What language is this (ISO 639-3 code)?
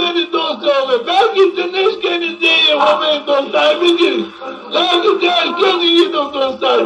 zza